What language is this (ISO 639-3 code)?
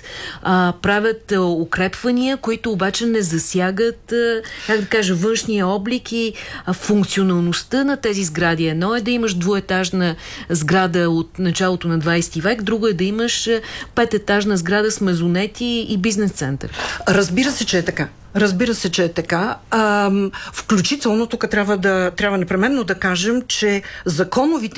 bul